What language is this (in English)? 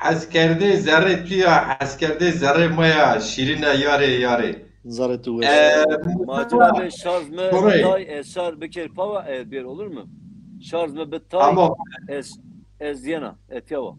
Zaza